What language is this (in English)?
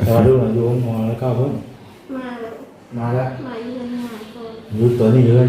Northeastern Thai